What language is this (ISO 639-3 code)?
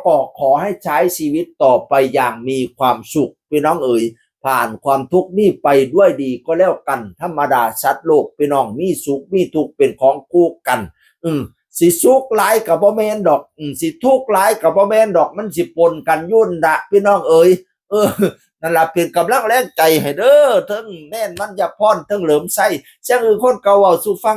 tts